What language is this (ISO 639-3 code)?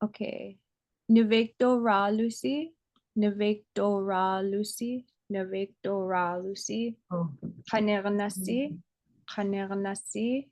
ipk